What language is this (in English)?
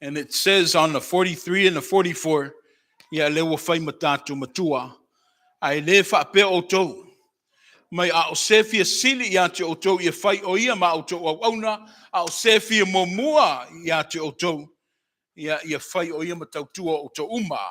Samoan